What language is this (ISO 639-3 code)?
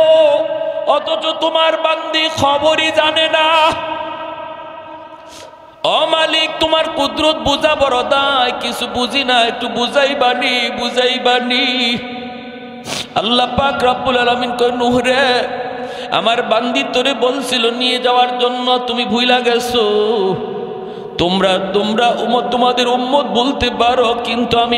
ben